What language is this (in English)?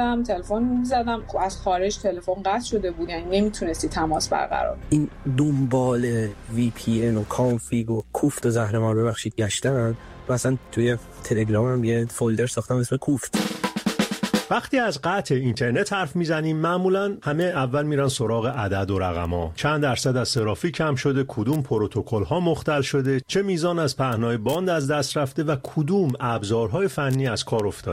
Persian